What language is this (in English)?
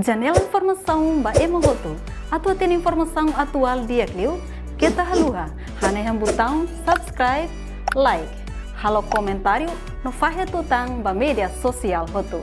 Tetum